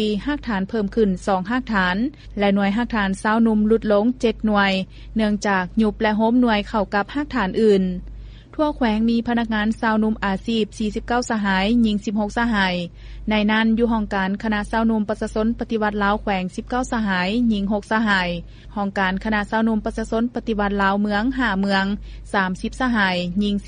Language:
Lao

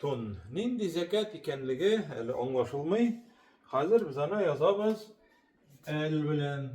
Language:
Tatar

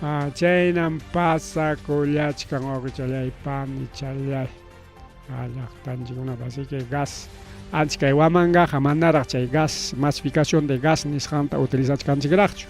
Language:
Ayacucho Quechua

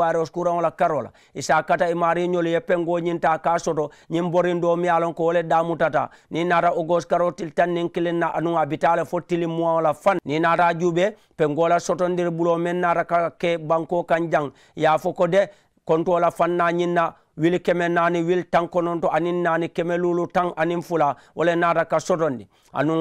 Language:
Mandingo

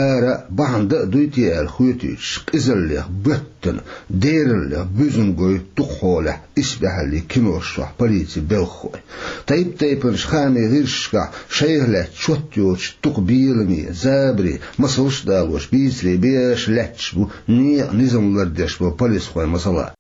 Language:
Chechen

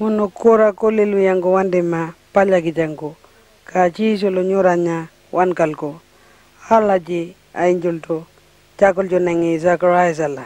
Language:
Pitjantjatjara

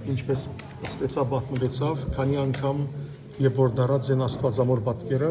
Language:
Western Armenian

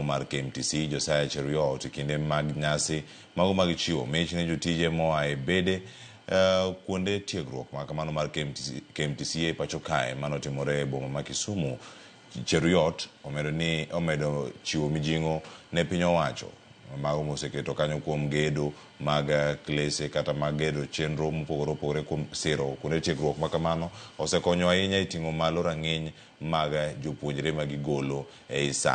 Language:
Luo (Kenya and Tanzania)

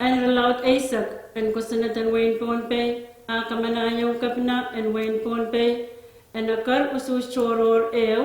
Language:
Pohnpeian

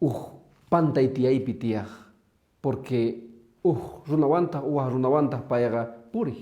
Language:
Quechua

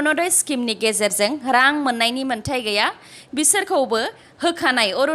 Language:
Bodo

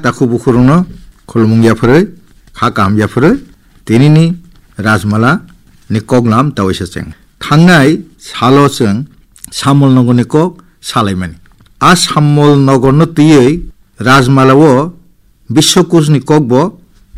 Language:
Kok Borok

